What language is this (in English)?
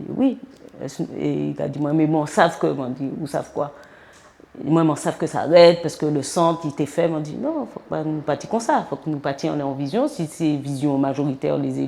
Guadeloupean Creole French